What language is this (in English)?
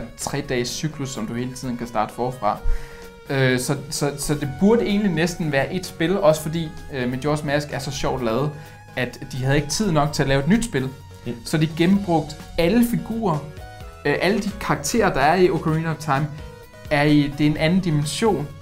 Danish